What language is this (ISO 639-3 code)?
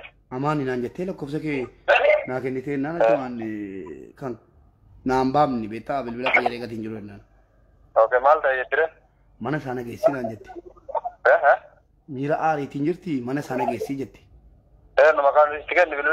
orm